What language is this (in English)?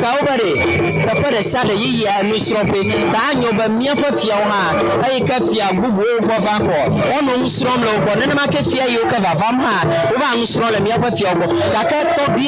Ewe